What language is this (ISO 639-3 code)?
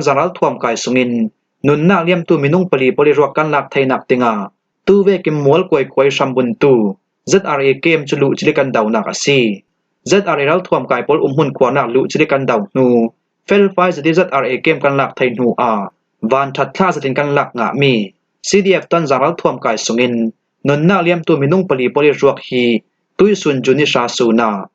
cfm